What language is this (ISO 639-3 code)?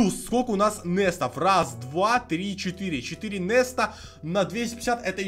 rus